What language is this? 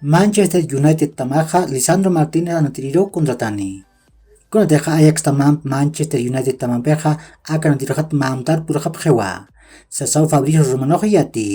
Aymara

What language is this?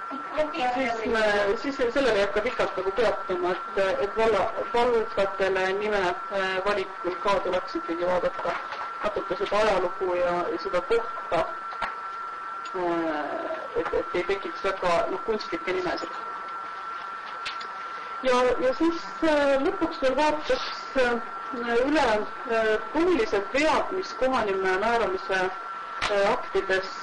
Estonian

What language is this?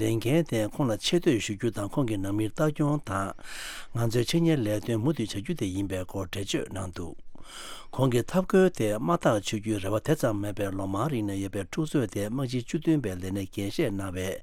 Tibetan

